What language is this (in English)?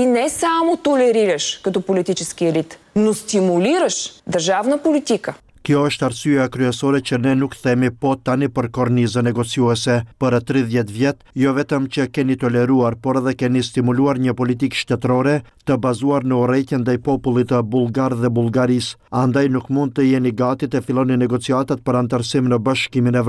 Albanian